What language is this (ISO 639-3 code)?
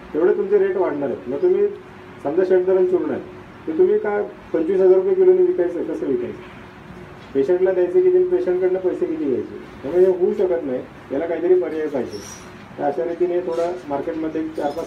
mar